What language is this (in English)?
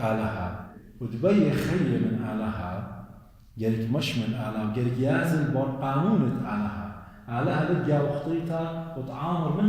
Assyrian Neo-Aramaic